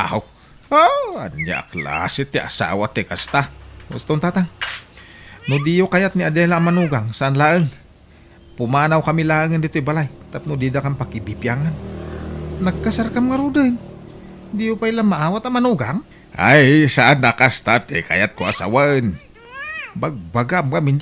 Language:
Iloko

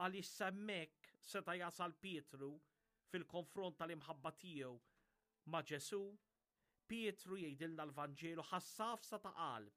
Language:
Maltese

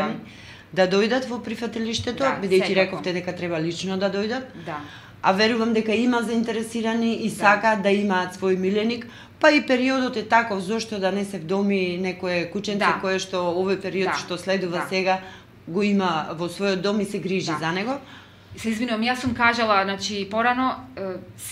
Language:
Macedonian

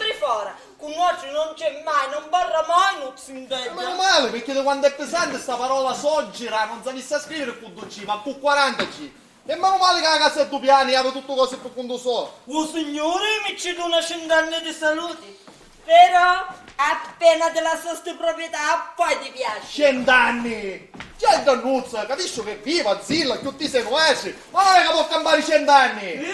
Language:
Sicilian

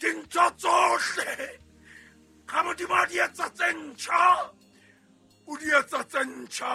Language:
Southern Sotho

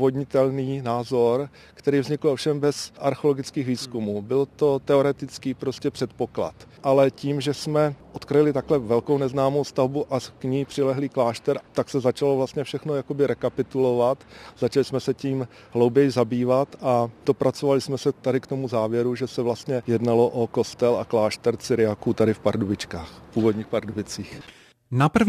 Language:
Czech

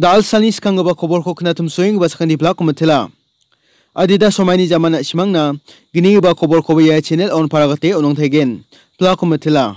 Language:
Garo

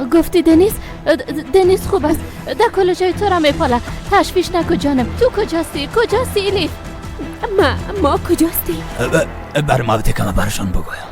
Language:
Persian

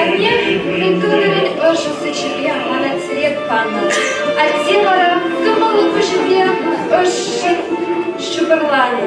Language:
Chuvash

